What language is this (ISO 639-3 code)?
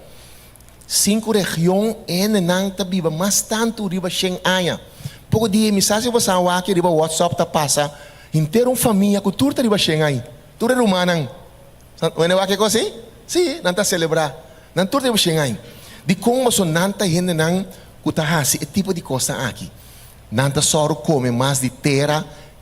pap